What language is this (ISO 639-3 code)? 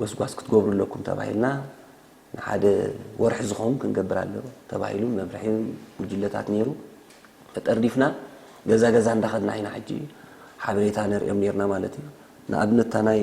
tir